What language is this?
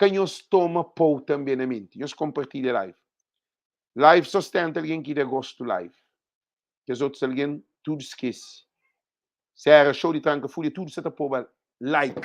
Kabuverdianu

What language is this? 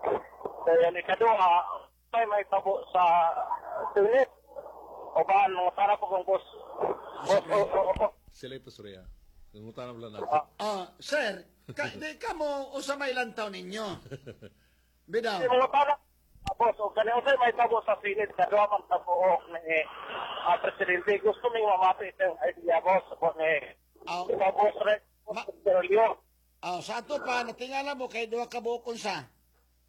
Cebuano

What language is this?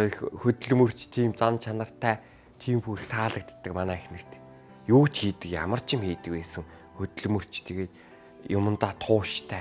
Mongolian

